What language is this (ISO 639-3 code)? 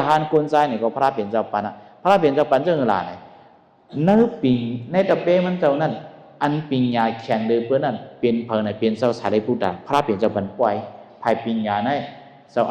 shn